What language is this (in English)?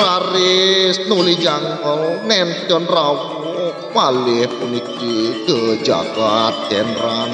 Balinese